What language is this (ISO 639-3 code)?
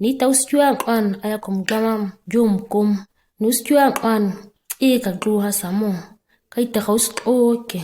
gnk